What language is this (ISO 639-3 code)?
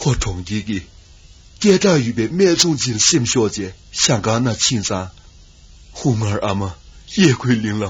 bod